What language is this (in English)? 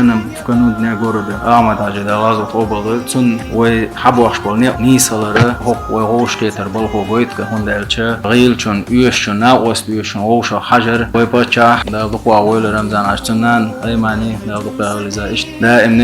Chechen